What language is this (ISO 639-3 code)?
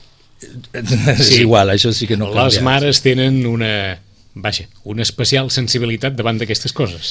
cat